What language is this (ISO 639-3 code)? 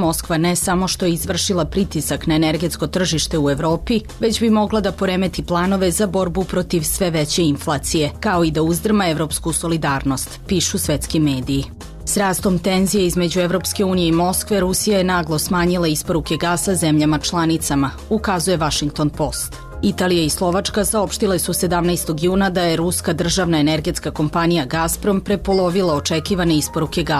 srp